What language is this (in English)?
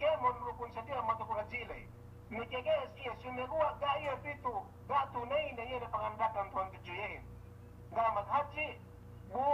Yakan